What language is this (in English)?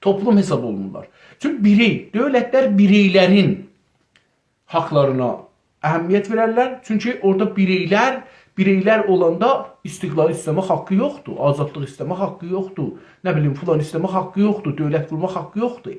South Azerbaijani